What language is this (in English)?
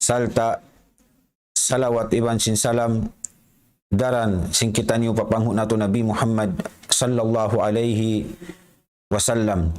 Tausug